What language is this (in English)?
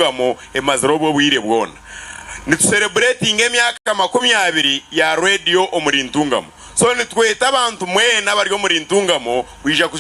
Nyankole